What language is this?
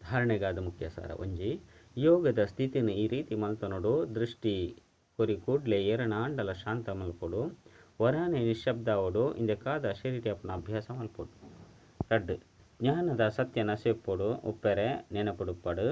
Tulu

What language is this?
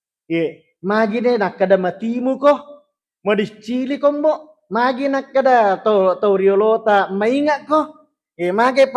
Buginese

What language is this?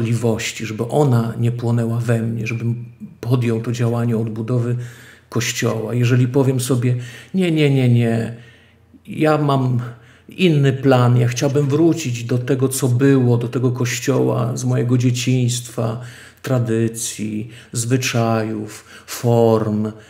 Polish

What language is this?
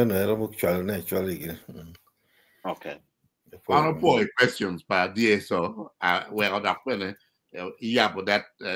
Acoli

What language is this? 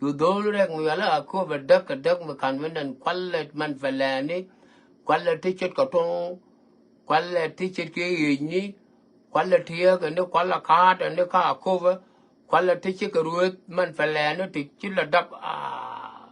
Nuer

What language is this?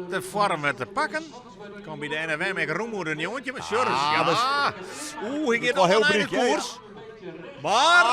Western Frisian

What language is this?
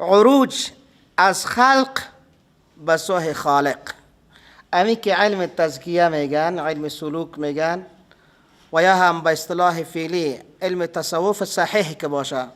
Persian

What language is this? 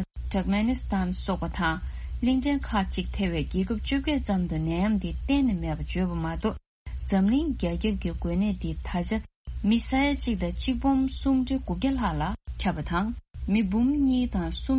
Tibetan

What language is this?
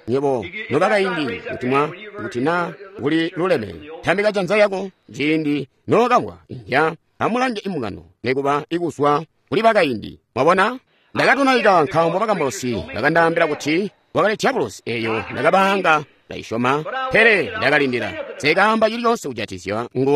Tonga (Zambia)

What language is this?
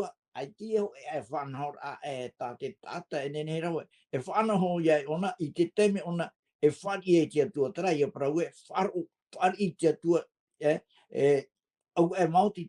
Tahitian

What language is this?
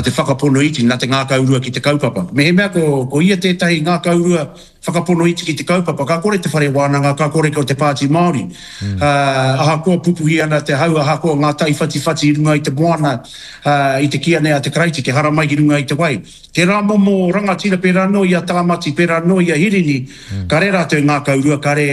Māori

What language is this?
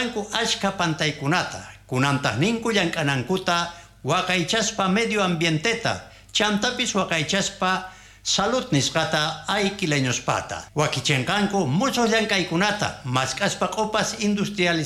South Bolivian Quechua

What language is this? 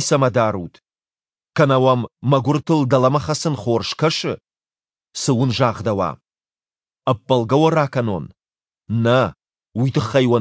Ossetic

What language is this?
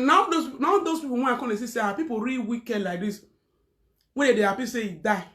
Nigerian Pidgin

